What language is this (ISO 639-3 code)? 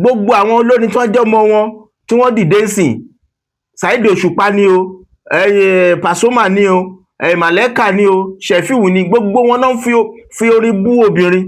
yor